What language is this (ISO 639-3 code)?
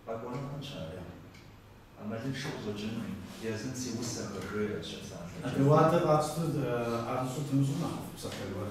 kbd